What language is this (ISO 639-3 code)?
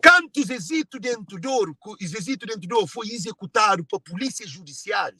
kea